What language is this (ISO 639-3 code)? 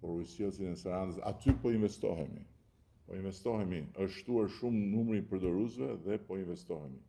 sqi